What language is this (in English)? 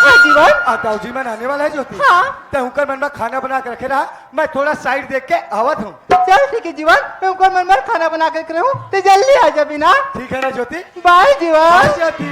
Chhattisgarhi